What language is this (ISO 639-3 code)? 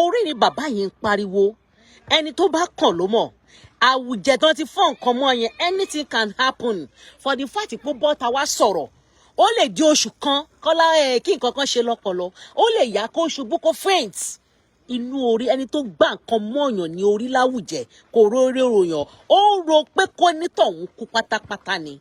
yor